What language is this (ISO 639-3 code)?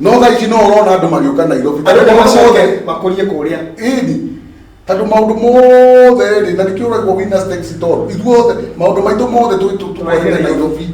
kik